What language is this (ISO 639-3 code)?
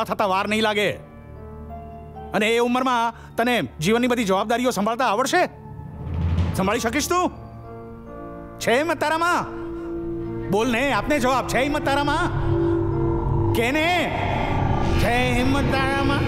guj